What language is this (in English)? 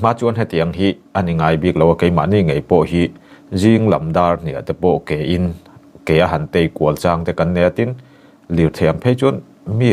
Mizo